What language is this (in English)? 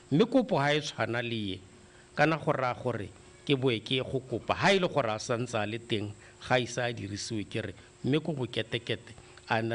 Tswana